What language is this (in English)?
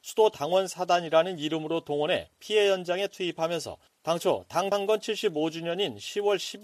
Korean